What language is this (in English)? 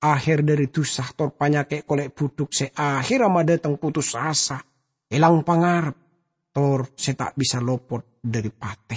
Madurese